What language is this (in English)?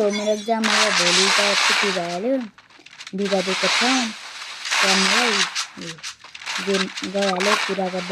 Nepali